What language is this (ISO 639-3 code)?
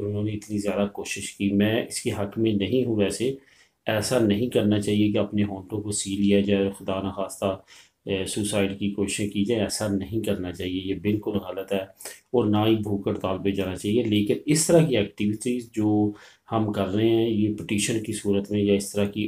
urd